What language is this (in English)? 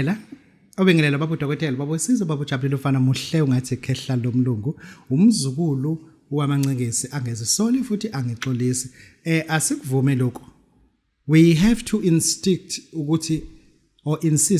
Zulu